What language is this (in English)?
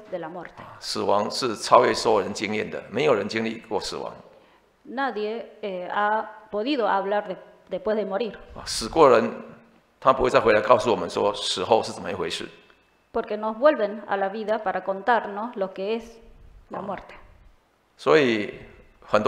Chinese